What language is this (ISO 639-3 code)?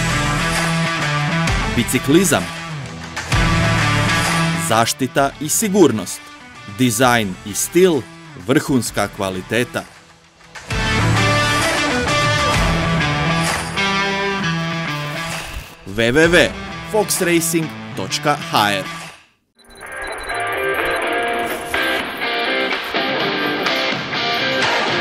hrv